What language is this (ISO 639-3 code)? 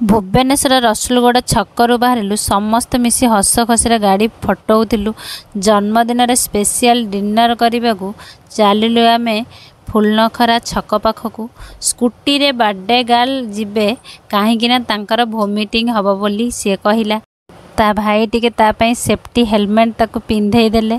ori